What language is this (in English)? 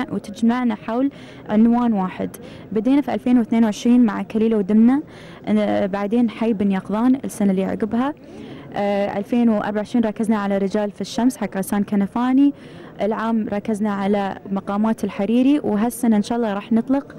Gulf Arabic